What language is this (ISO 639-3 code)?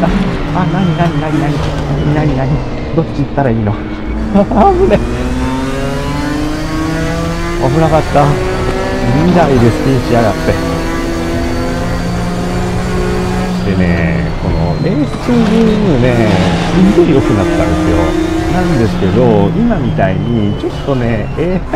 jpn